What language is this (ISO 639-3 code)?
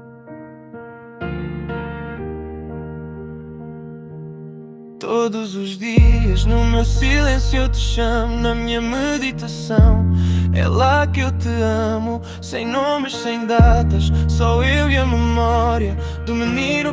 por